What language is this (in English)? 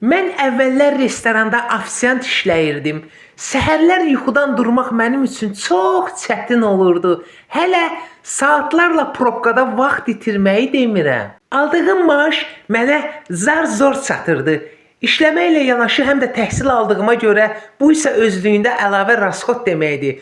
Azerbaijani